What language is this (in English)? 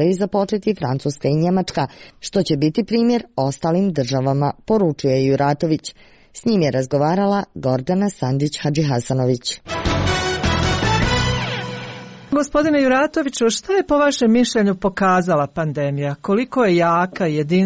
Croatian